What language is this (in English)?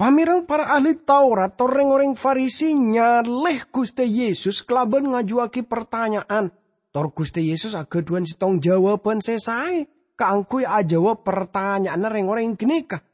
Madurese